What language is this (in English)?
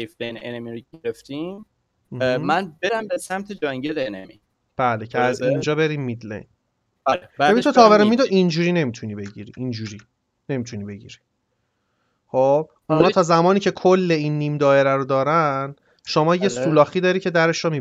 Persian